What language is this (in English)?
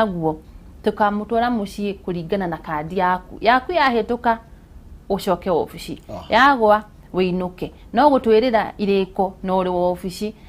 Kikuyu